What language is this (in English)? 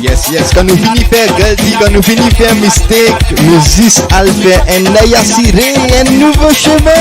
Morisyen